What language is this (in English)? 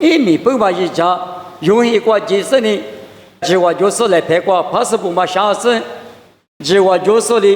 Lisu